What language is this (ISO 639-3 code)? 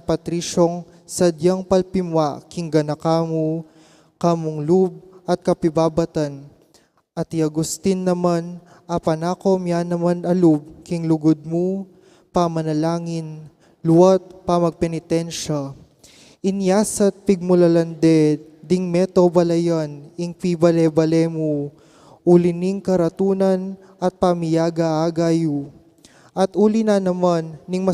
pam